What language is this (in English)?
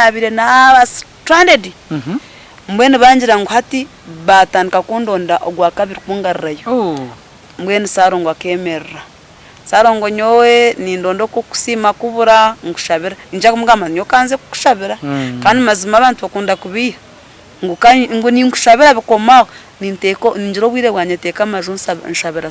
Nyankole